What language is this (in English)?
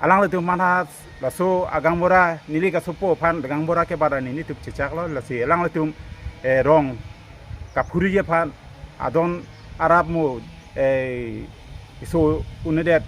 Karbi